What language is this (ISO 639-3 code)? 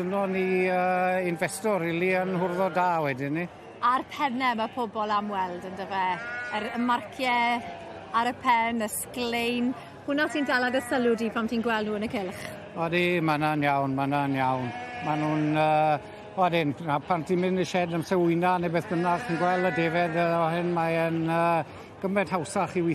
cym